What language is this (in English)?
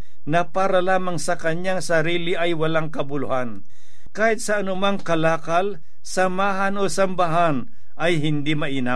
Filipino